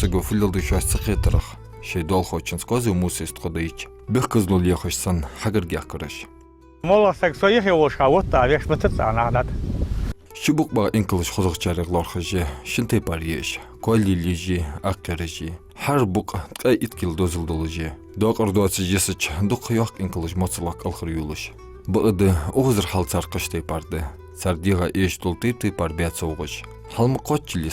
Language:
Ingush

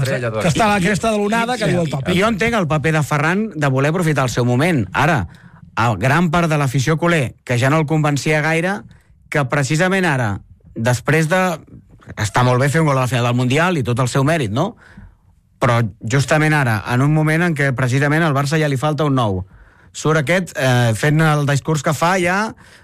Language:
Catalan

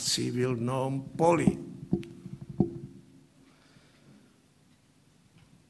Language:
Slovak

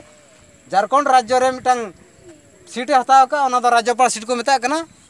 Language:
Santali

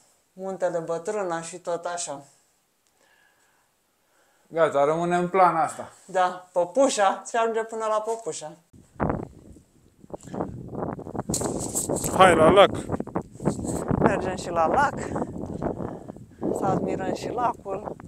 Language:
Romanian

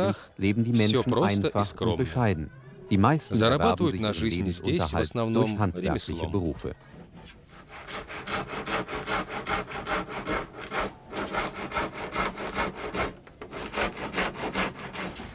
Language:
Russian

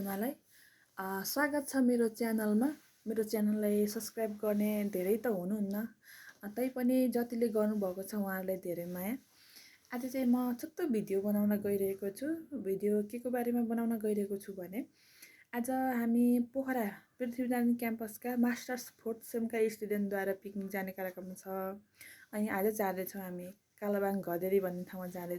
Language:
Nepali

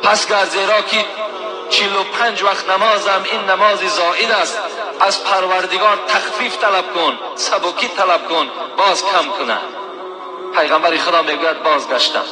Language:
Tajik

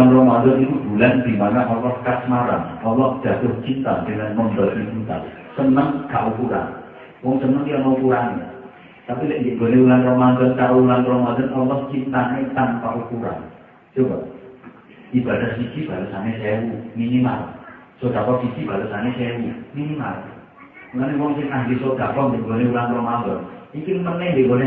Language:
Javanese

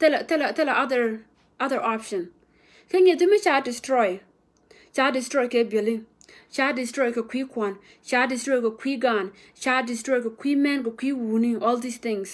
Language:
Nuer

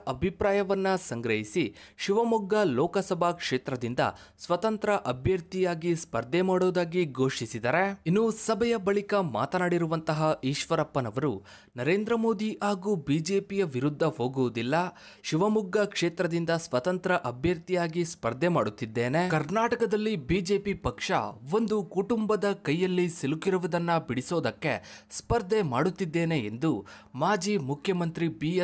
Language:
Kannada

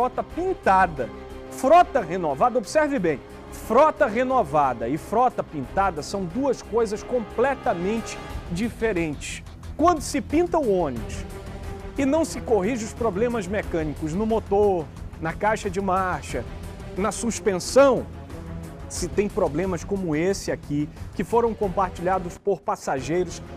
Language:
Portuguese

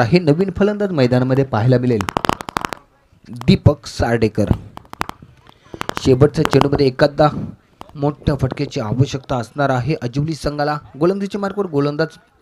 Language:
Marathi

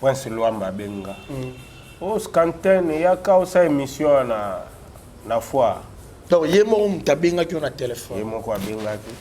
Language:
Lingala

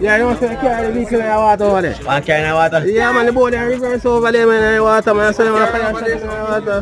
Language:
Jamaican Creole English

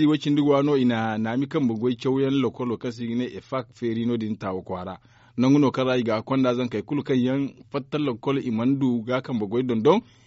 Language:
Zarma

